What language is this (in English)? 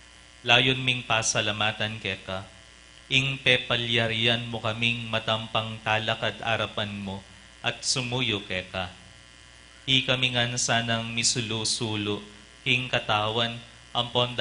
Pampanga